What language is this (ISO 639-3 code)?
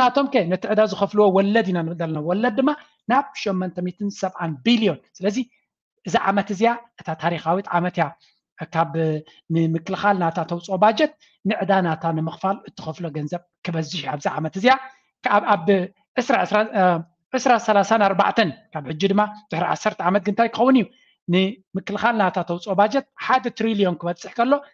tir